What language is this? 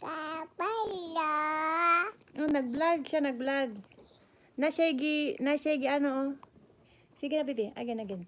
Cebuano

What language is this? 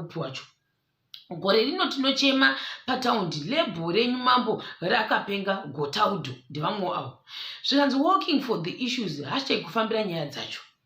Shona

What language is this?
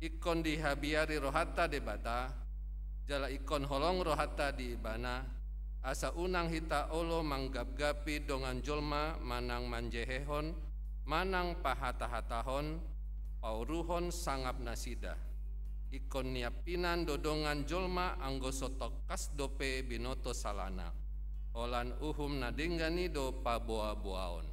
Batak Toba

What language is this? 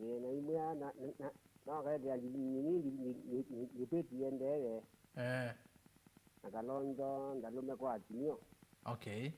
Kamba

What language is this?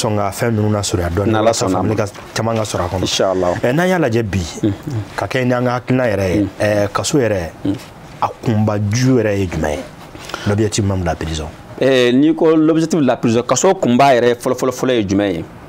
Bambara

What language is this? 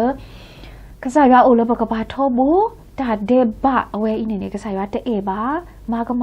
S'gaw Karen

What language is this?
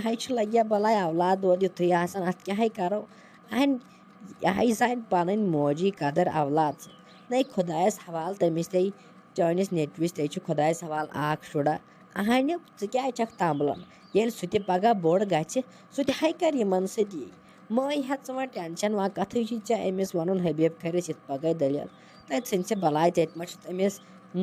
Kashmiri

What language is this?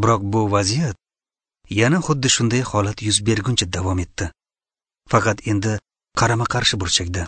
Uzbek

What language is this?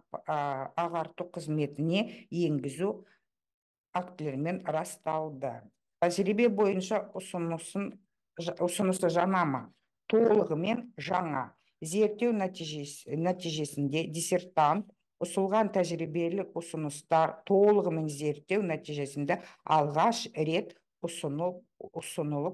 Kazakh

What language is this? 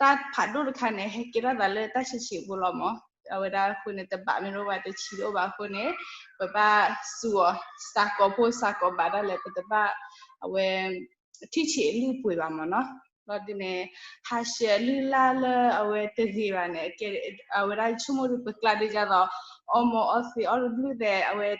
S'gaw Karen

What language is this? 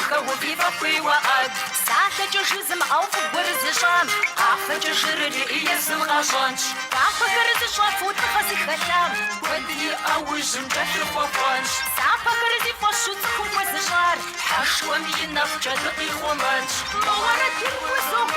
Kabardian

